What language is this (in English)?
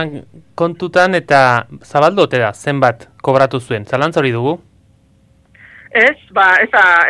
Basque